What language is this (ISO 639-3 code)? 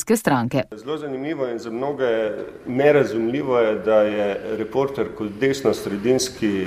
slv